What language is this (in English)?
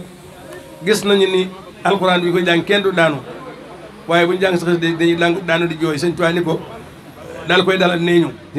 Wolof